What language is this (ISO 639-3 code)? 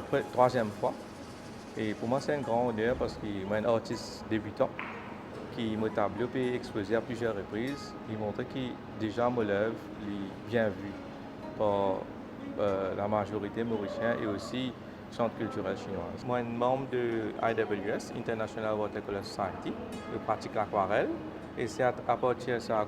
mfe